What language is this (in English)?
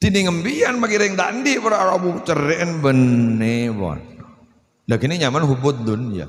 Madurese